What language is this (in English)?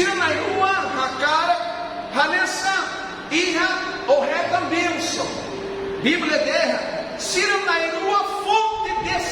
Tetum